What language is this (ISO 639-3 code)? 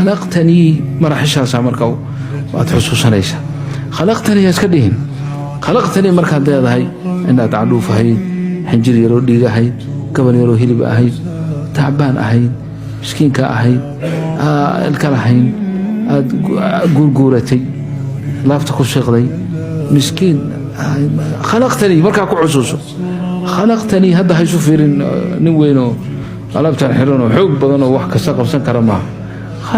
som